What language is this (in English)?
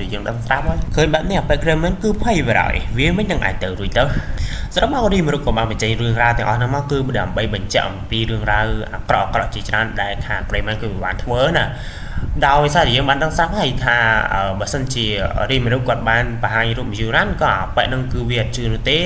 Khmer